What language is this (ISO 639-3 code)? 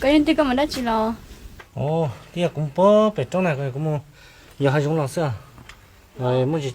hmn